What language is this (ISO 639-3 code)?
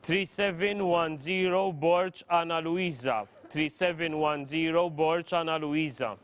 eng